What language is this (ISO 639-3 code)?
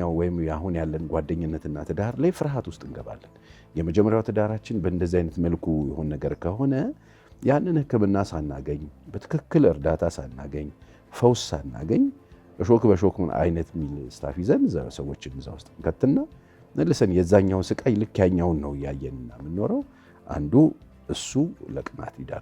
amh